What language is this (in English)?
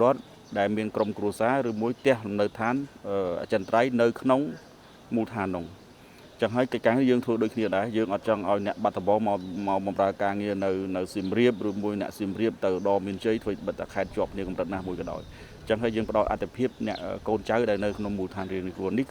Khmer